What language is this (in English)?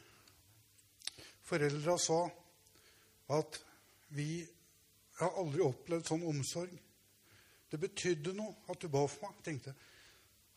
Norwegian